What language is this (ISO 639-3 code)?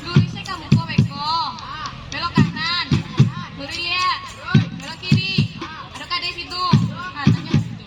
min